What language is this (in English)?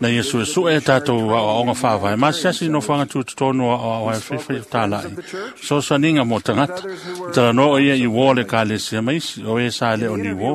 Samoan